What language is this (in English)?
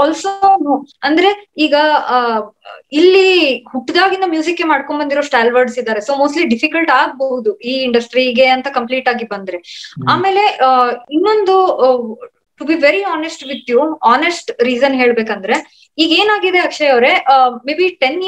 Kannada